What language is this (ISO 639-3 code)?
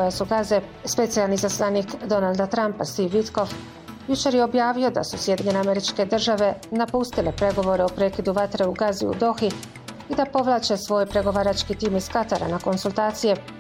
bos